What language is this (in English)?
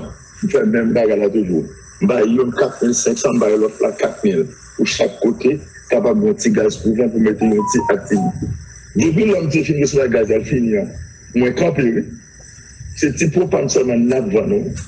Haitian Creole